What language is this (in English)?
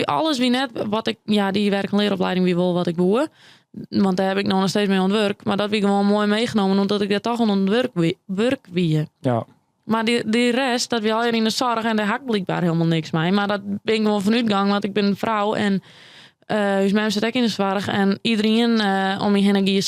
Western Frisian